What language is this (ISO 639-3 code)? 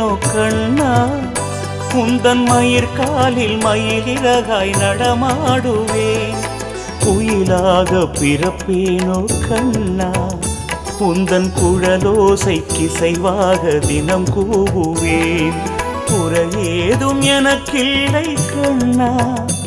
tam